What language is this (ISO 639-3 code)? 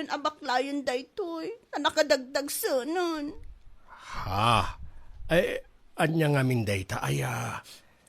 ilo